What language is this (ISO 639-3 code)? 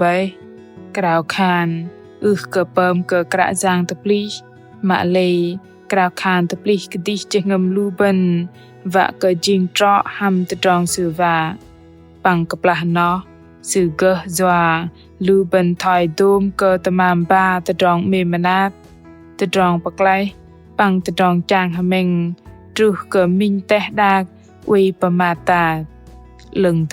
bdq